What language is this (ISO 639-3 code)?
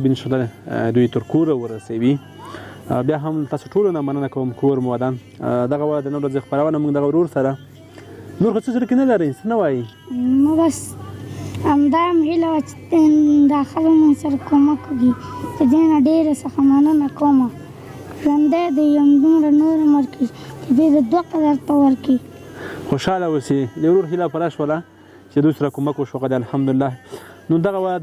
pus